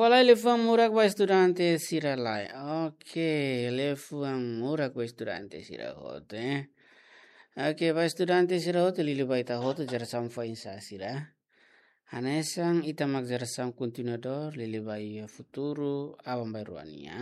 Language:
Tetum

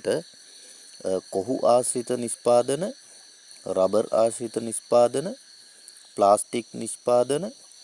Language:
Sinhala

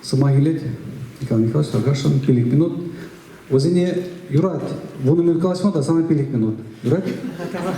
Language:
Chuvash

